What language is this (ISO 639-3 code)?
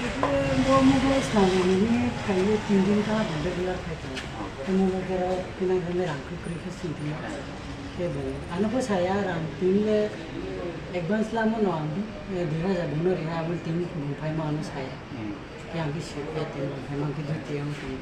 ria